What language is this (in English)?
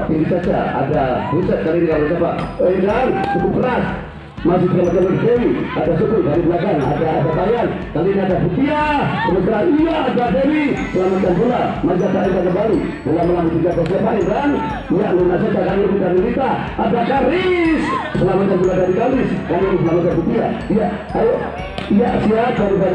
Indonesian